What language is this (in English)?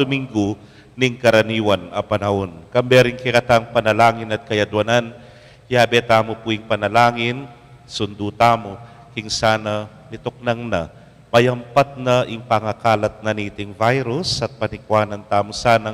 Pampanga